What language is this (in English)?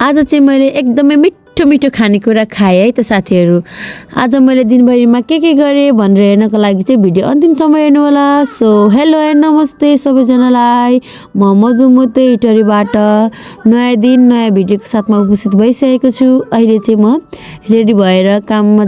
Nepali